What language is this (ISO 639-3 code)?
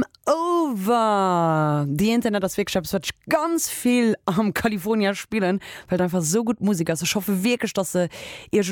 ltz